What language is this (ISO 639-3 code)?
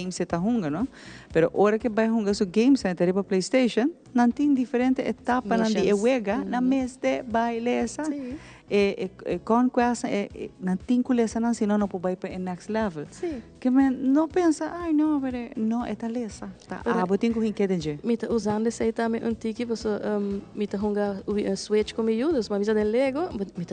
pap